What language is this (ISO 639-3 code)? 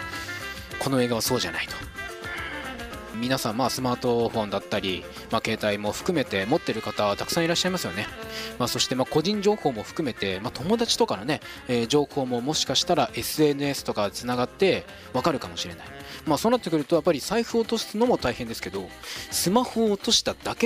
jpn